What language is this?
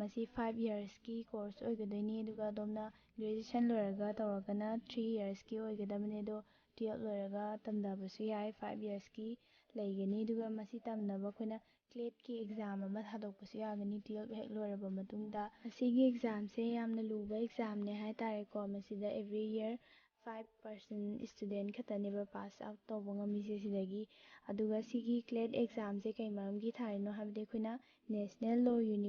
Manipuri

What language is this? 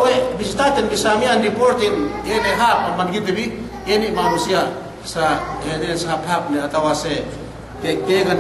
Yakan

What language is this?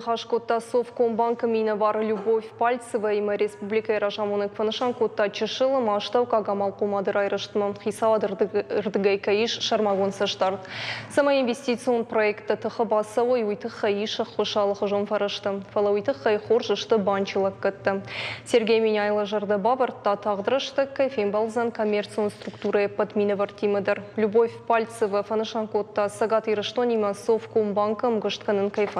Ossetic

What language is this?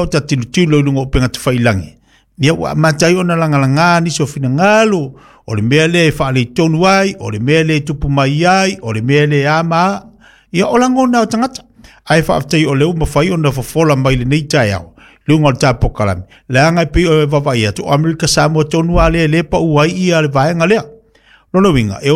Samoan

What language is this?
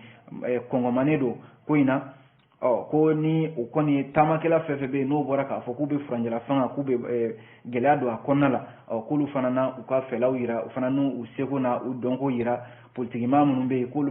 Bambara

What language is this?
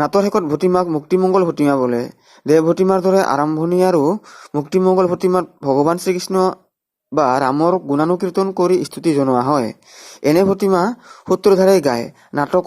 Assamese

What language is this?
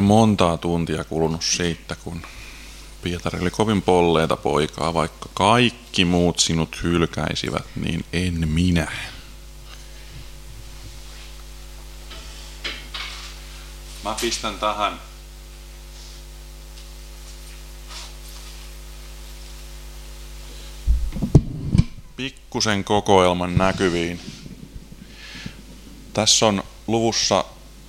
Finnish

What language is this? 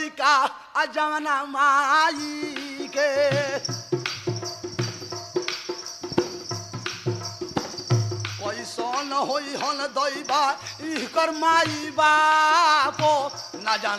Bhojpuri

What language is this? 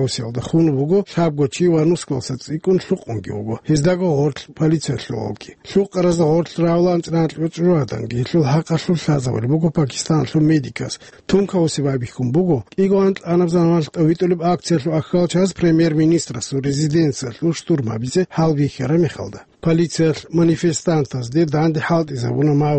Avaric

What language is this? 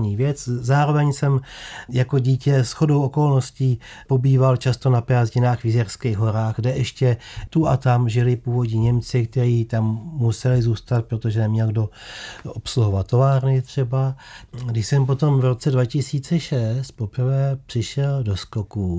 Czech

